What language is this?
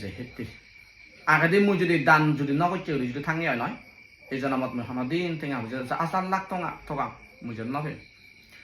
Chakma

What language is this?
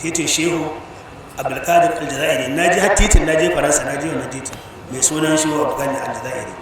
Hausa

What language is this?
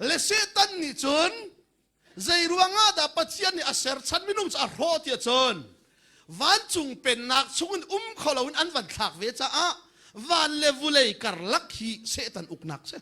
Hakha Chin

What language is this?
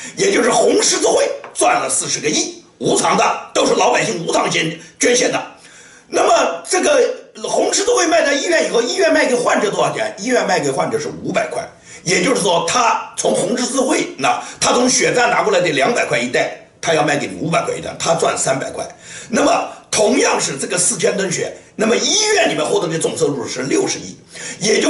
Chinese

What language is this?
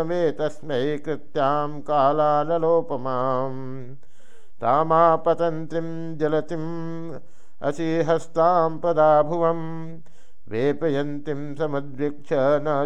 Sanskrit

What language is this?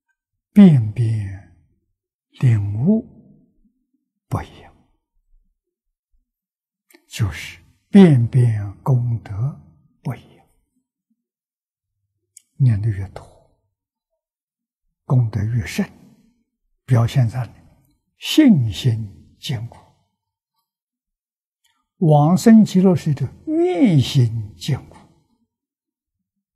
Chinese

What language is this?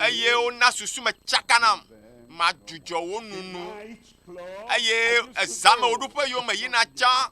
Ewe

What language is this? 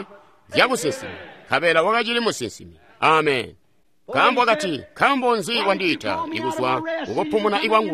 Tonga (Zambia)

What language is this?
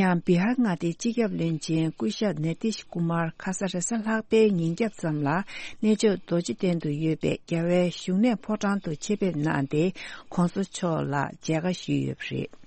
Tibetan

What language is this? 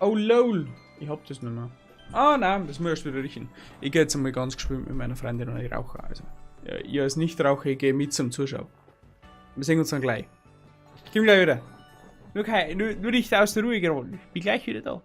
Bavarian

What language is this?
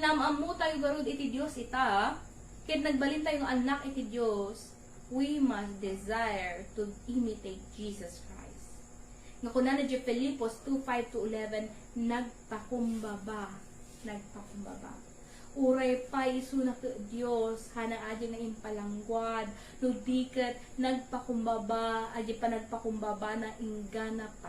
Iloko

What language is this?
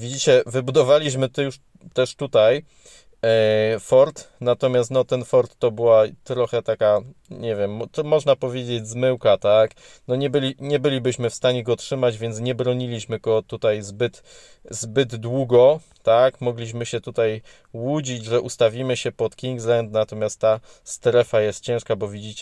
Polish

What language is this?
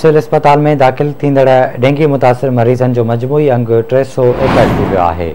Sindhi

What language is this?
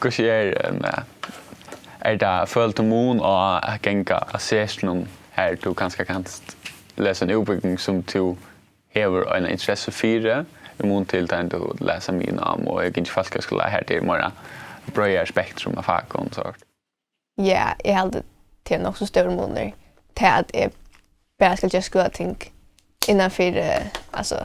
Faroese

